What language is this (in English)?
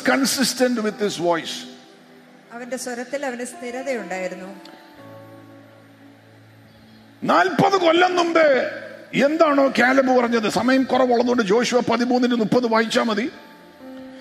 Malayalam